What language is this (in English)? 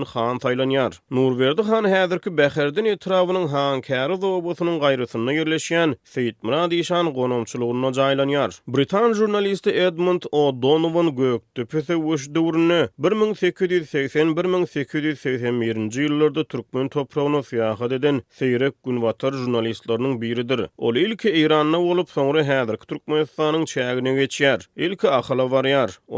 Turkmen